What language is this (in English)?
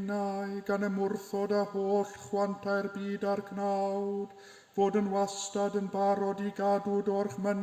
Welsh